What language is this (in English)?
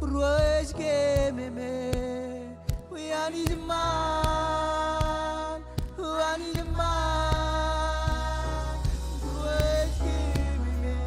Marshallese